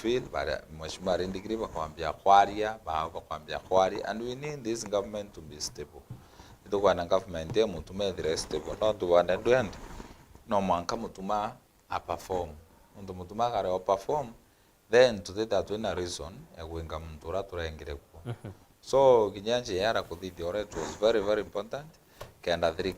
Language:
Meru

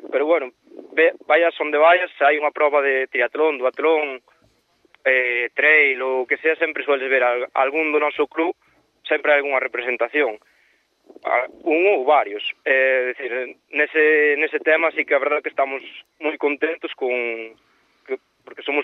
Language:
Galician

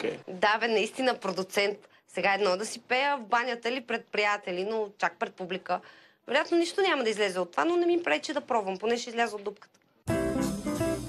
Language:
Bulgarian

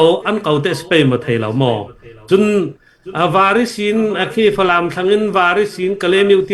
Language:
Falam Chin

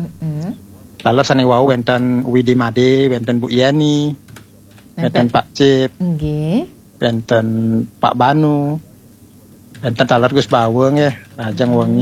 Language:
Balinese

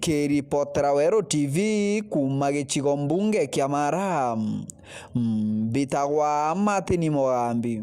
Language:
Meru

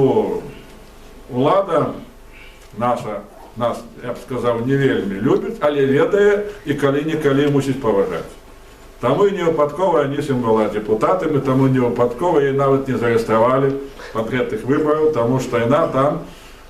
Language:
Belarusian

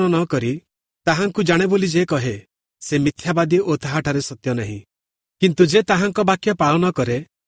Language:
Odia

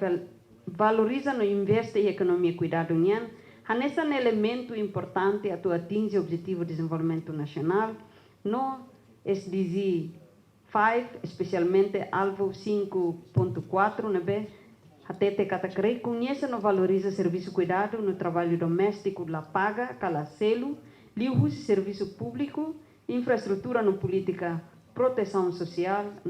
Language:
Tetum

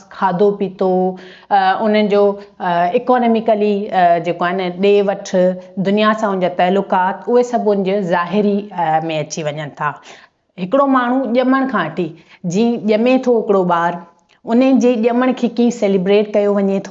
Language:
Sindhi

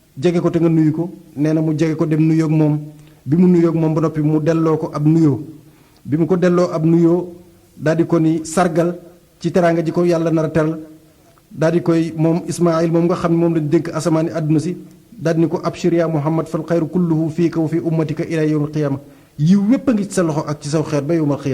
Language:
Wolof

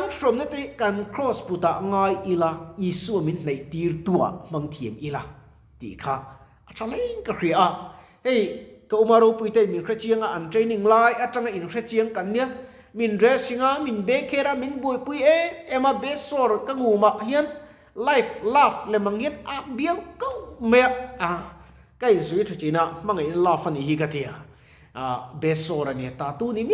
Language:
Mizo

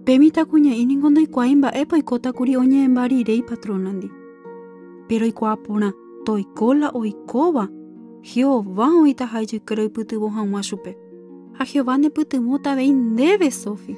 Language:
Guarani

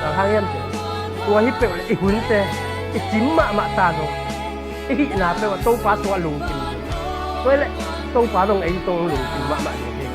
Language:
Tedim Chin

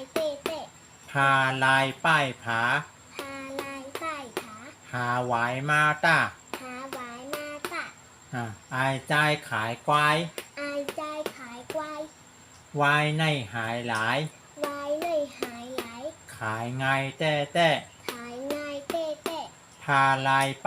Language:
Shan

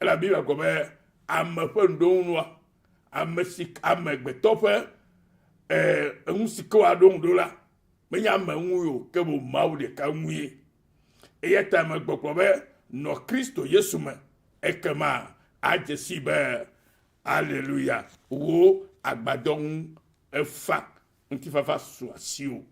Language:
Ewe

